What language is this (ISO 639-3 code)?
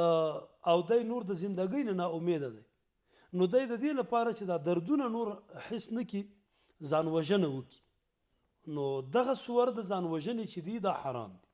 pus